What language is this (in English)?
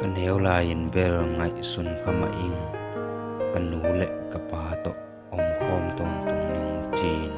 Tedim Chin